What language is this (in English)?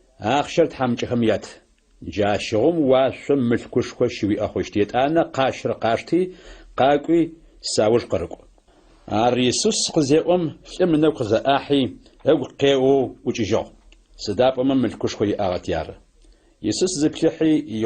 Adyghe